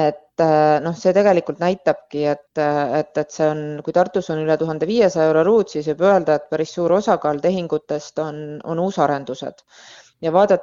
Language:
Estonian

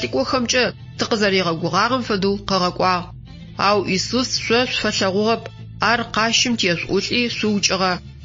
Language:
Adyghe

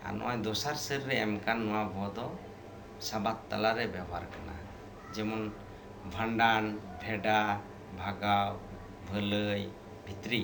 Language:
Santali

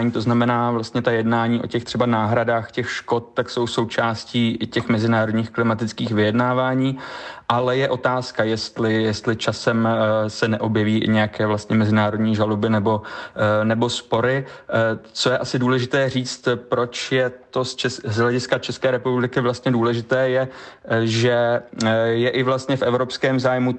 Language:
Czech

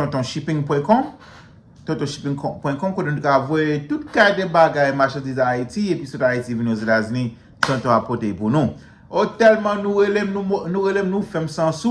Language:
Haitian Creole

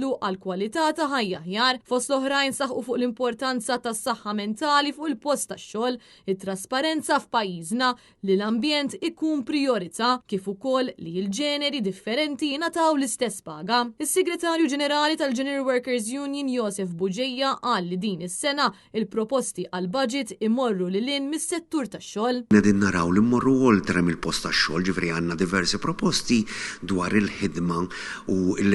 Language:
Maltese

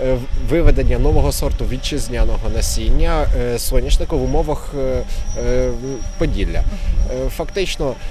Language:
Ukrainian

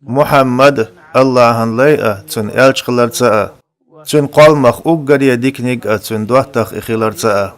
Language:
Chechen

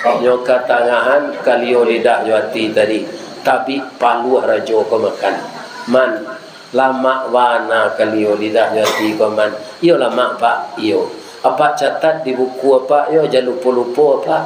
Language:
Minangkabau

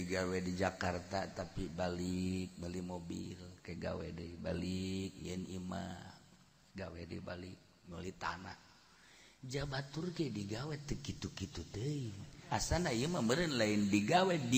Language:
Sundanese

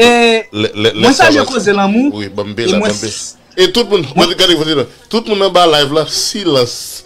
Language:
Haitian Creole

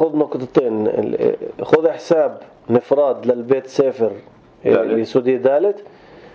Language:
North Levantine Arabic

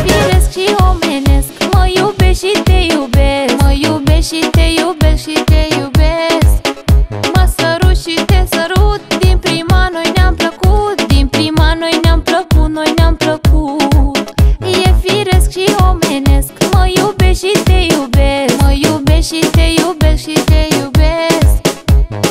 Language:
Romanian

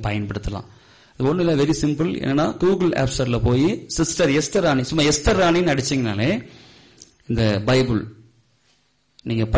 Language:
Tamil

